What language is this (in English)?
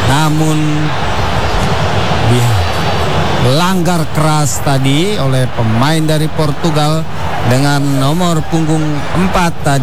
Indonesian